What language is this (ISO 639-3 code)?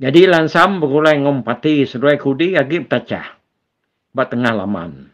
iba